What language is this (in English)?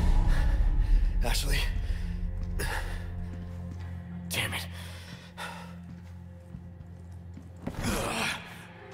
Malay